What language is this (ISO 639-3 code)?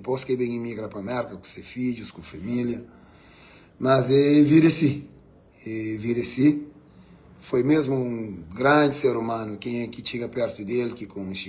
kea